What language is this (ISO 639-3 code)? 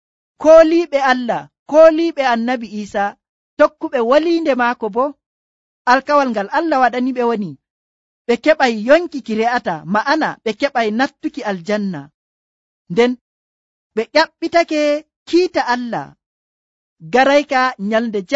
fuv